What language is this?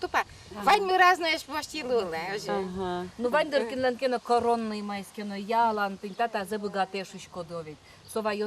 Udmurt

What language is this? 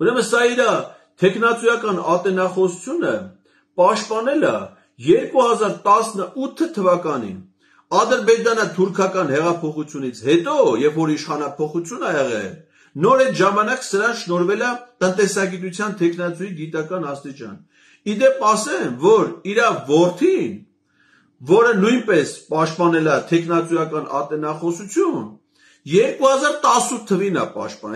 Armenian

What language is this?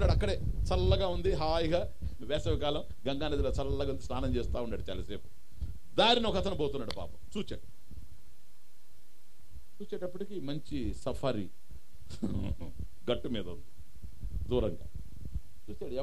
Telugu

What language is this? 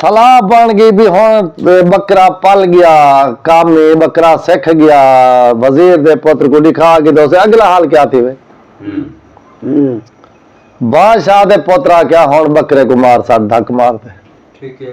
Saraiki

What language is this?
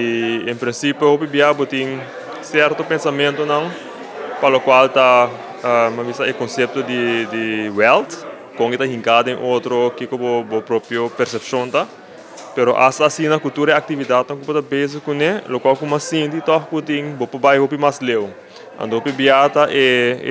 Papiamento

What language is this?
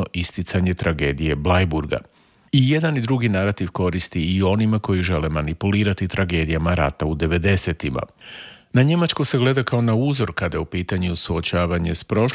Croatian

